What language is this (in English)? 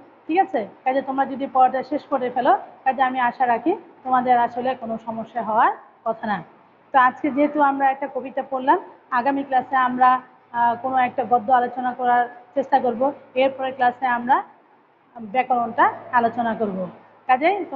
Bangla